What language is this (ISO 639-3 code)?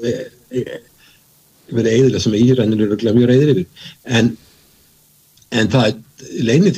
isl